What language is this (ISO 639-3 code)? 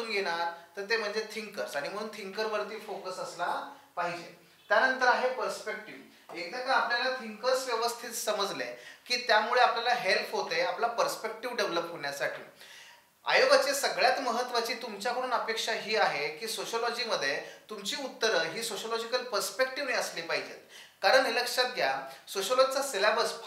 mar